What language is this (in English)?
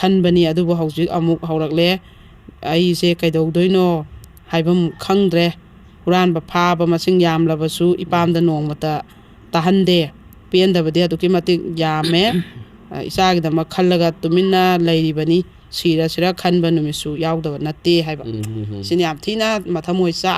Manipuri